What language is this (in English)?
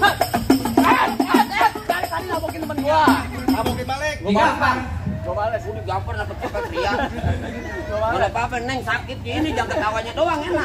Betawi